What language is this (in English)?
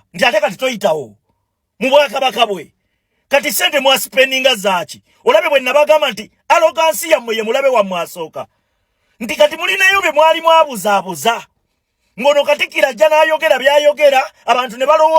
Ganda